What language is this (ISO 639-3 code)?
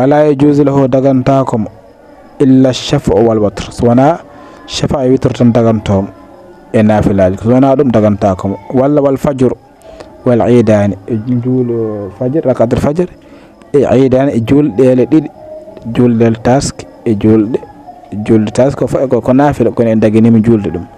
ful